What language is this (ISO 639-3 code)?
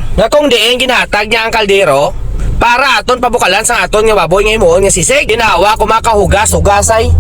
hil